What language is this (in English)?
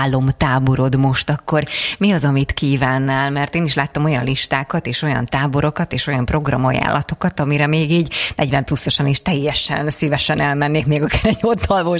Hungarian